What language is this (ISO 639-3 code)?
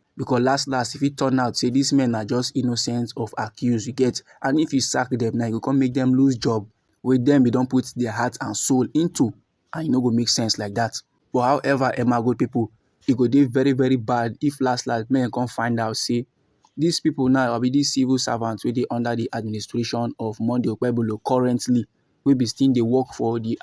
pcm